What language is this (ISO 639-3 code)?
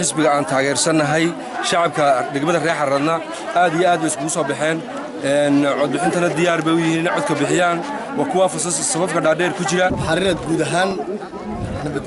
som